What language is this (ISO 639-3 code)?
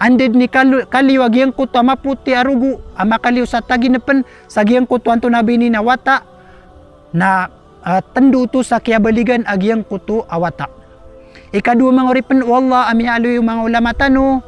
mrw